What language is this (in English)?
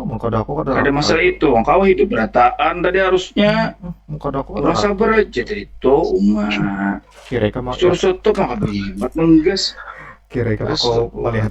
Banjar